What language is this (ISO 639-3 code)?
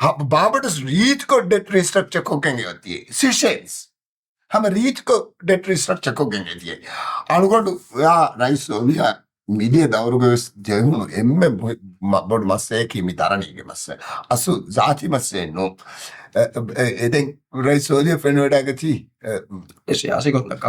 div